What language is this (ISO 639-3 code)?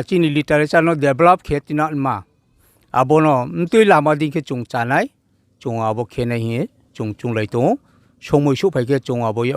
ria